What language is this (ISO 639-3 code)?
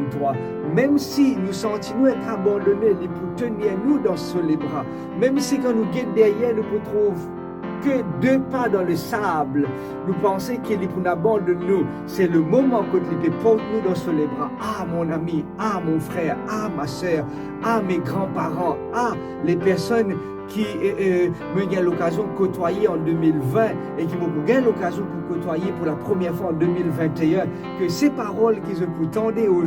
mfe